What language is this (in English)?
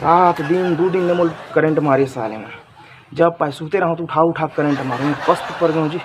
Chhattisgarhi